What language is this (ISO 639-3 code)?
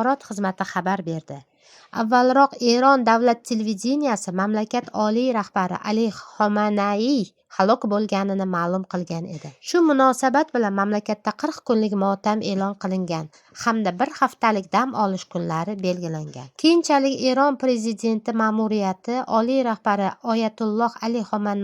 uzb